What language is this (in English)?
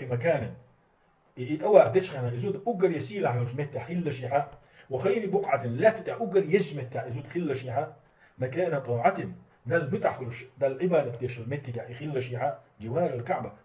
Chechen